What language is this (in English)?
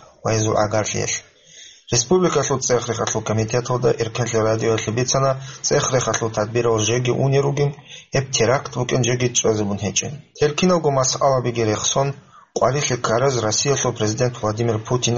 Avaric